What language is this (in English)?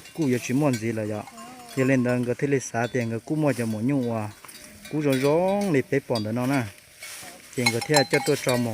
Hmong